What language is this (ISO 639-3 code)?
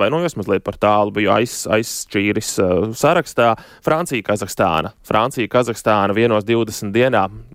lav